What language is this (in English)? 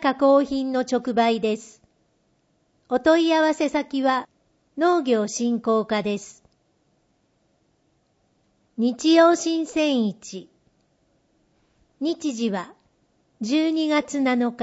Japanese